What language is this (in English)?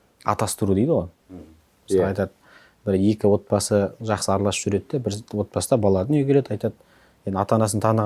Kazakh